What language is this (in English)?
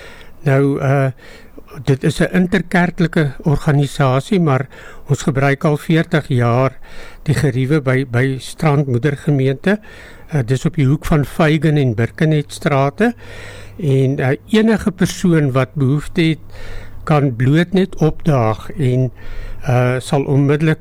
Afrikaans